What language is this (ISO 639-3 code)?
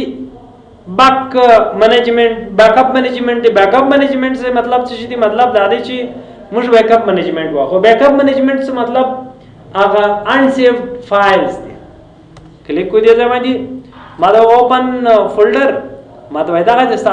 pus